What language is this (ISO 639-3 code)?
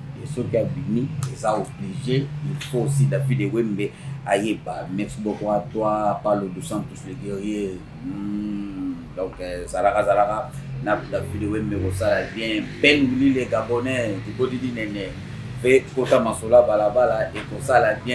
lin